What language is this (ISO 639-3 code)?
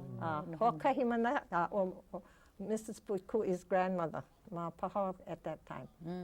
haw